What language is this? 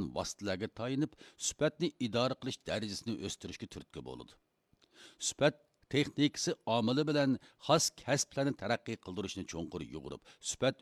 Uyghur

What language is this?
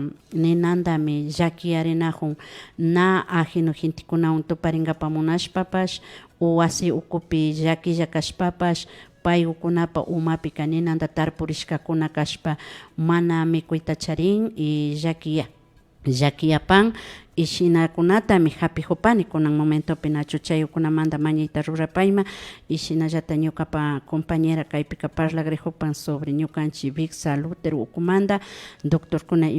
Imbabura Highland Quichua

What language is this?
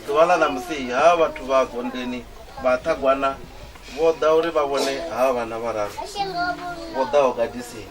Venda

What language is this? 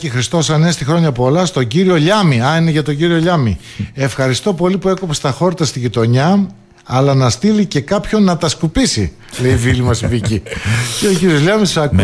Greek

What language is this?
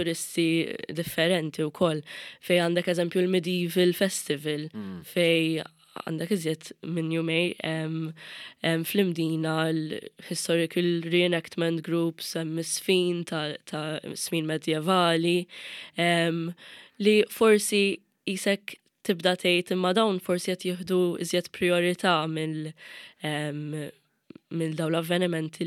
Maltese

